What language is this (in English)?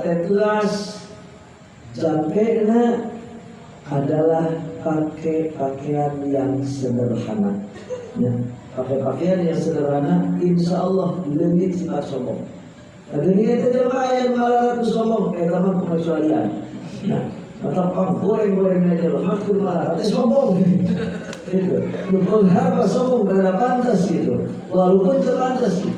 Sundanese